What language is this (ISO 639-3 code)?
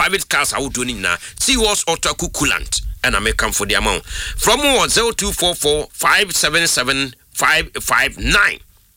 aka